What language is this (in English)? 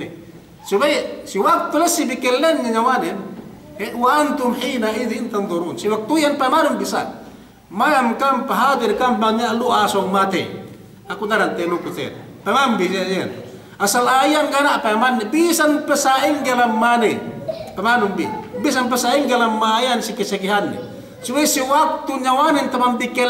Yakan